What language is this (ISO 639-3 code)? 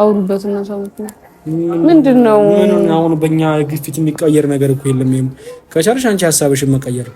amh